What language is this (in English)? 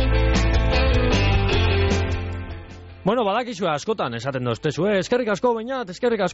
Basque